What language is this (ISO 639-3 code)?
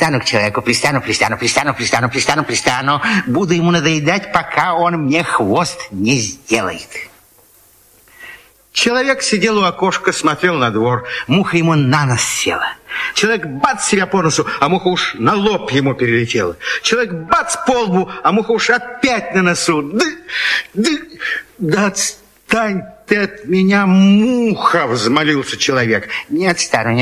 rus